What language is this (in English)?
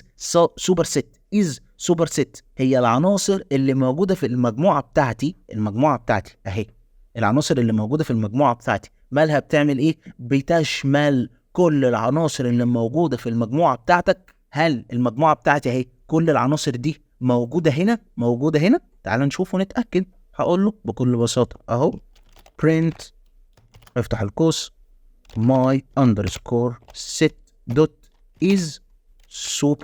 Egyptian Arabic